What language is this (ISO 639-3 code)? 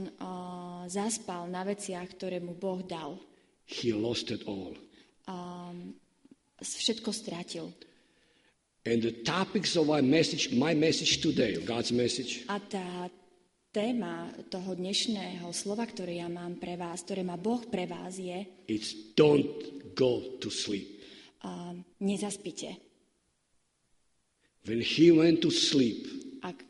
slk